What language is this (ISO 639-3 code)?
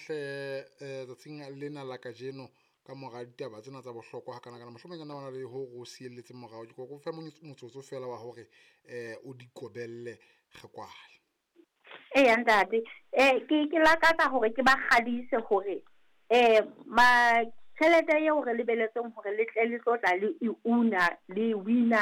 sot